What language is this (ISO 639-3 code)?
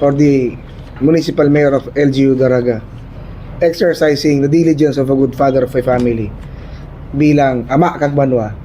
bik